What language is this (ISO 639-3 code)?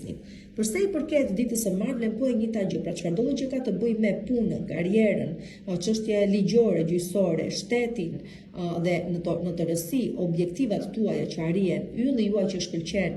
sqi